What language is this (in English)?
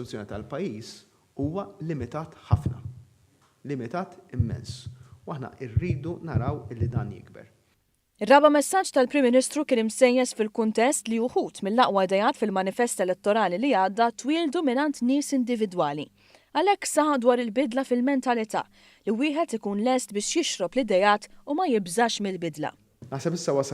Maltese